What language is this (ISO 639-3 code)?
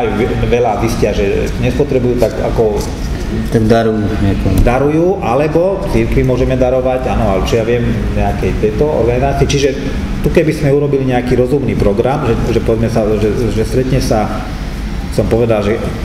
slk